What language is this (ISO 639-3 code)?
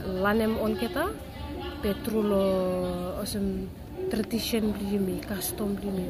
bis